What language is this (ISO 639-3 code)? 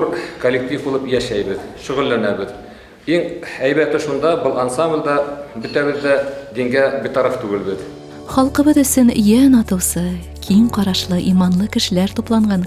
bak